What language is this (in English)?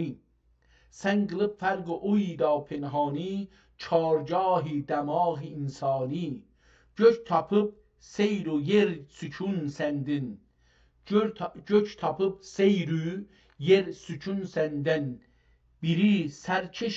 South Azerbaijani